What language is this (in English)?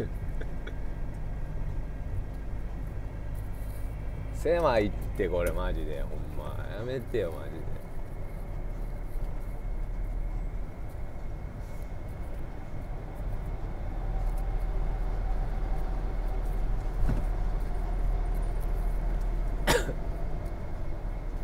Japanese